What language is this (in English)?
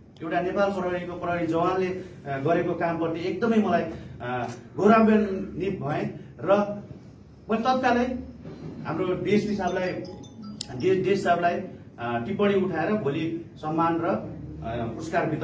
Nepali